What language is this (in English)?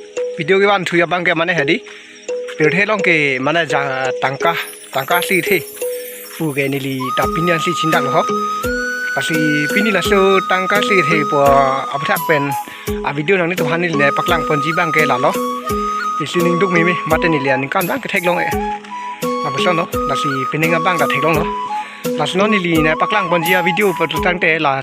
Karbi